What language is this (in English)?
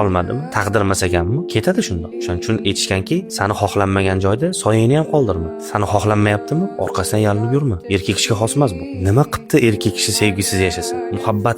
Uzbek